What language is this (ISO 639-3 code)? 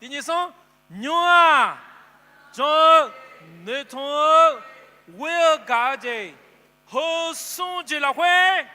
ahk